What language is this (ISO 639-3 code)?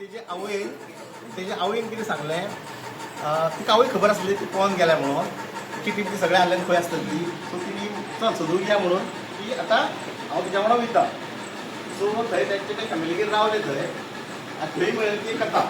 kok